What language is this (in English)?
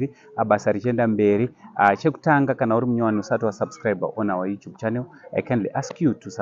Shona